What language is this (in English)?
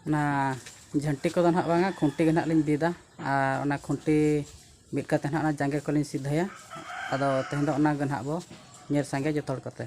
Santali